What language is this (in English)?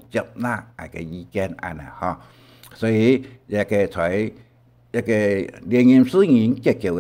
Hakka Chinese